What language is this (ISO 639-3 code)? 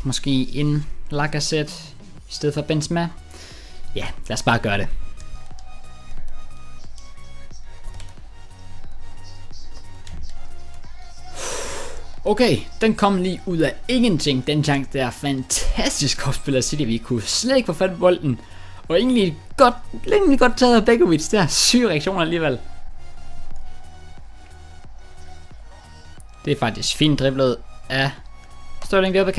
dan